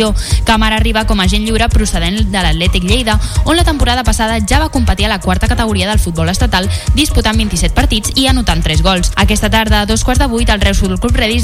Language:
Catalan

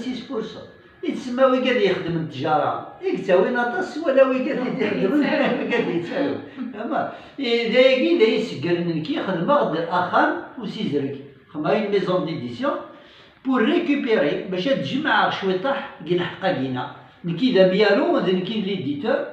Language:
Kabyle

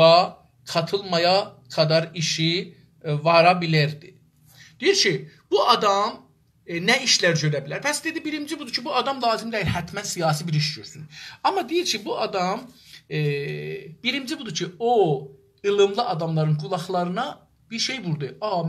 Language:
South Azerbaijani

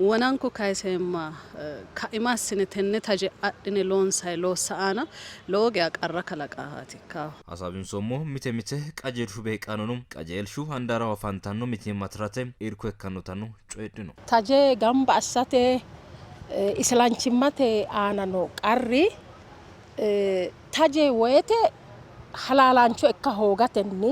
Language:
Sidamo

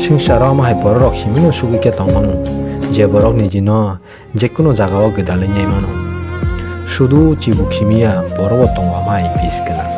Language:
Kok Borok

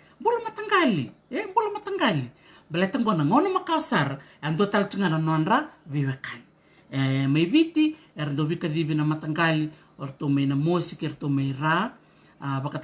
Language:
Fijian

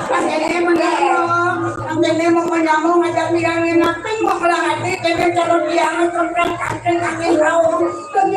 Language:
Balinese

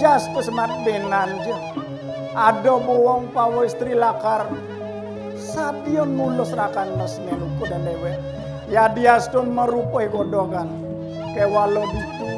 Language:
Balinese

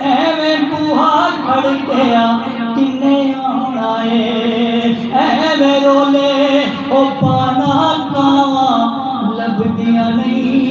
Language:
Saraiki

